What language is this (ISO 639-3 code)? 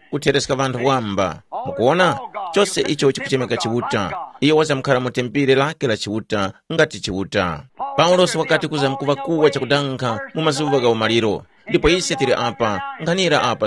tum